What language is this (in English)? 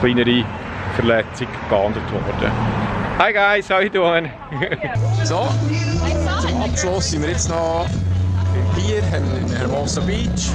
Swiss German